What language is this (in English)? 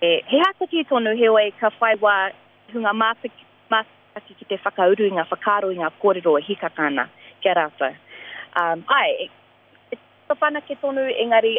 Māori